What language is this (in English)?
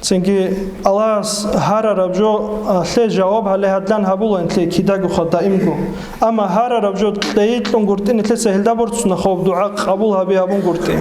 Avaric